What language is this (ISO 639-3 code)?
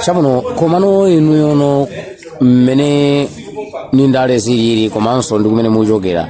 nya